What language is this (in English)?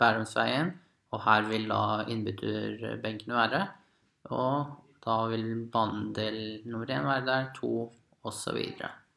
Norwegian